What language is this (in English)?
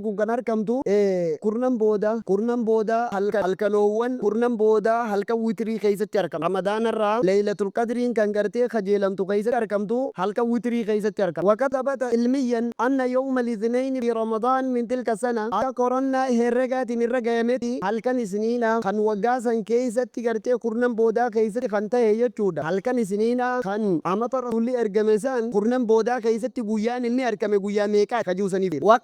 Oromo